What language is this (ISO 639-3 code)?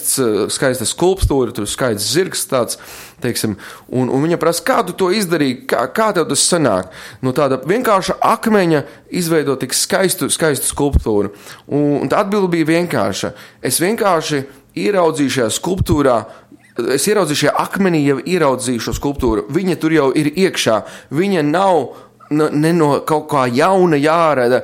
lav